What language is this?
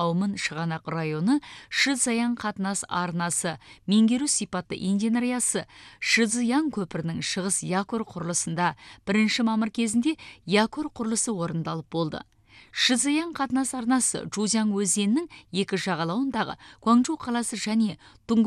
Kazakh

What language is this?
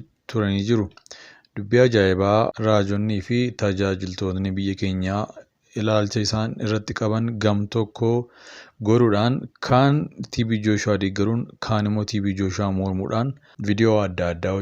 Oromo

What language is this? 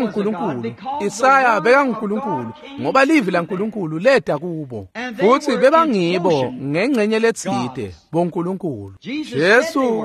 Swati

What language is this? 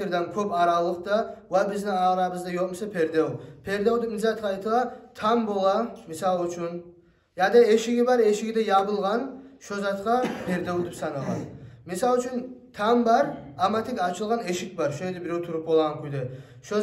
Kumyk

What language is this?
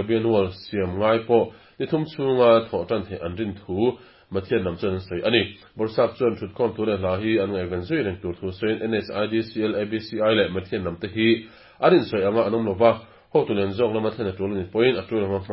Mizo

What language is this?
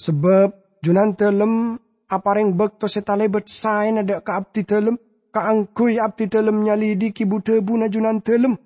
Madurese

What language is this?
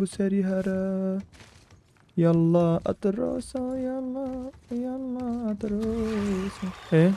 Kurdish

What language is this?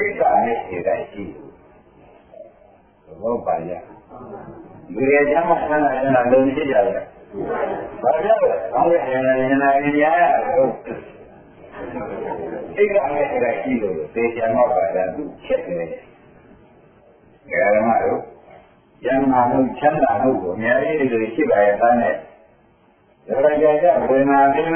Burmese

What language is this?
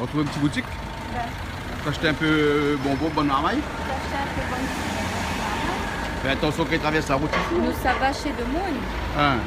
Réunion Creole French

